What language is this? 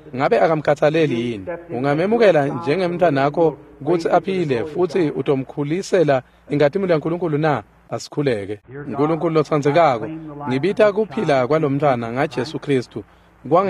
Swati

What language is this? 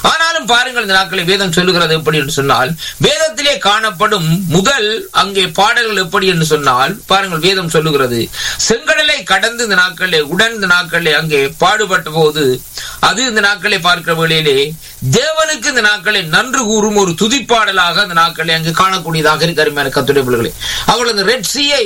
Tamil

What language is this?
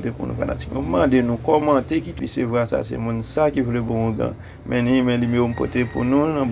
Haitian Creole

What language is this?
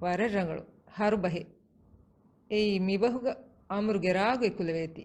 Divehi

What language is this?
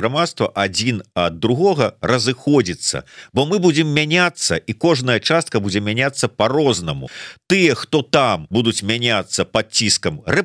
Belarusian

